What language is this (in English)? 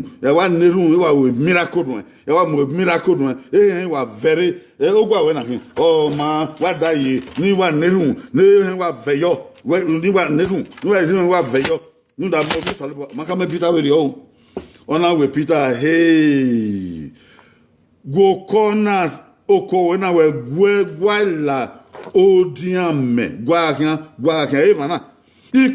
Bini